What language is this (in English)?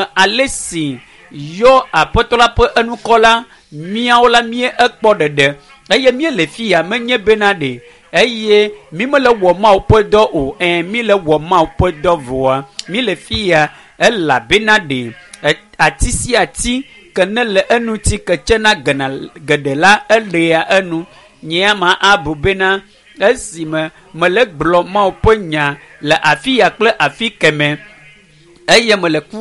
Ewe